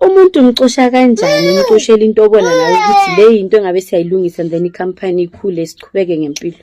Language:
Zulu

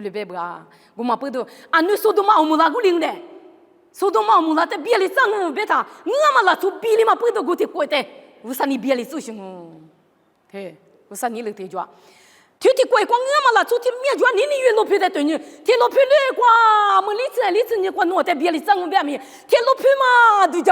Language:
Lisu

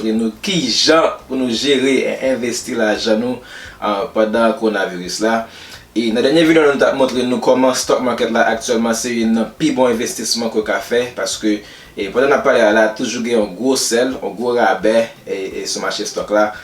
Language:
Haitian Creole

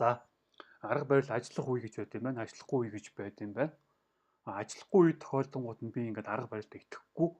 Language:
Mongolian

